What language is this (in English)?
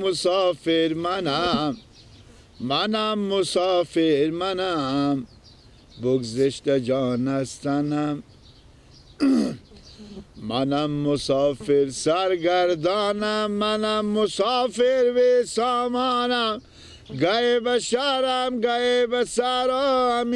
Persian